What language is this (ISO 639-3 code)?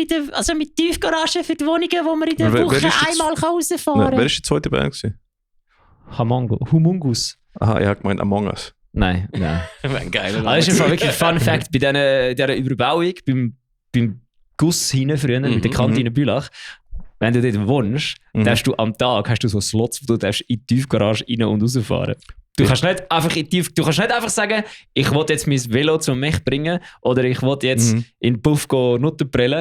gsw